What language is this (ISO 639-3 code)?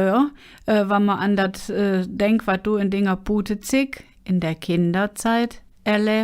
ksh